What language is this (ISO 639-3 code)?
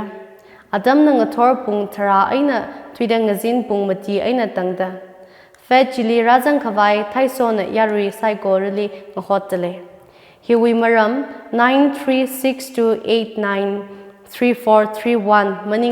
nmf